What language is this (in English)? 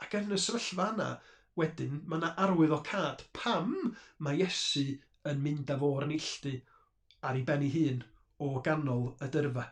Welsh